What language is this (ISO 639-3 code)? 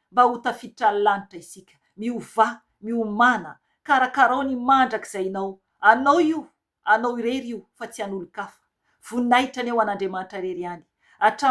mlg